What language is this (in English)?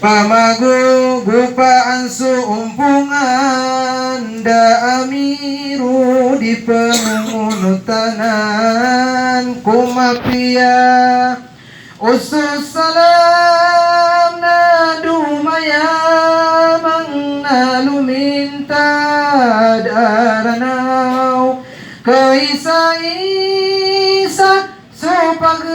Maranao